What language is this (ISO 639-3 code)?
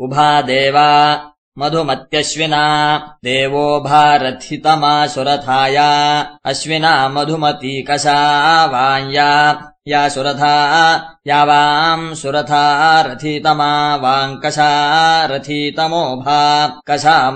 san